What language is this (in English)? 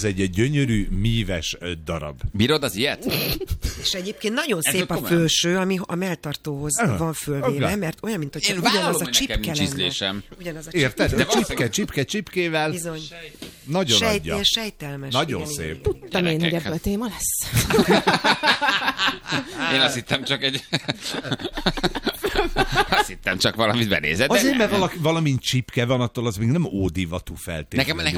Hungarian